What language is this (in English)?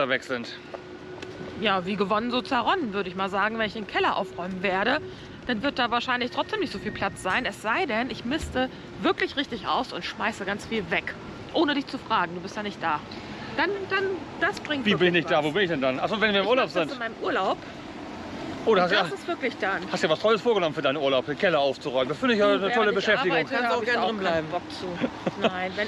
German